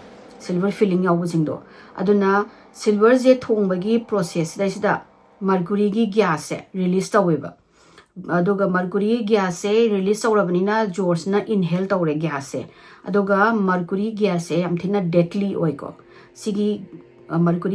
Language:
Manipuri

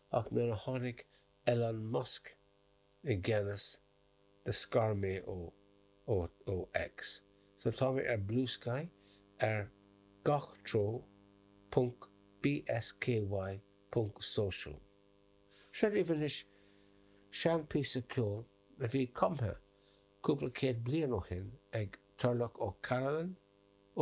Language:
Irish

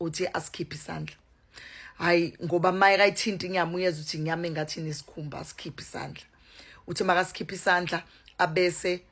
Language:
Zulu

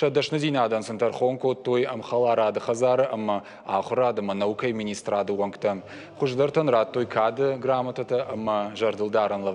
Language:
Ossetic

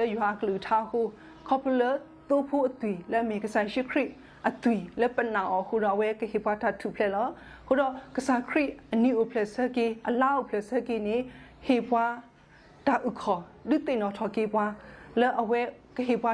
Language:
S'gaw Karen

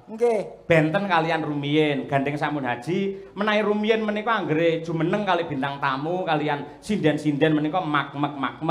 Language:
Javanese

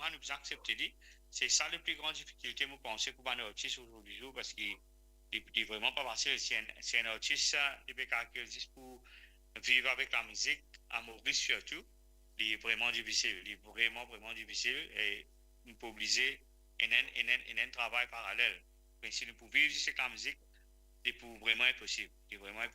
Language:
Morisyen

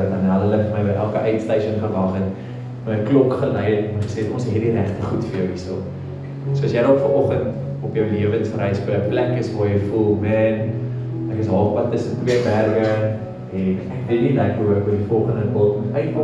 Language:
Afrikaans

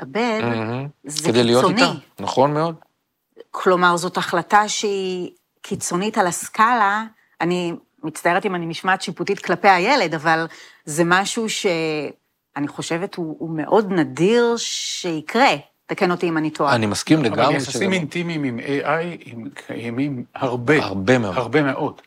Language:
Hebrew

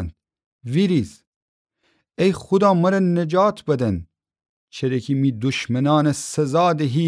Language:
Gilaki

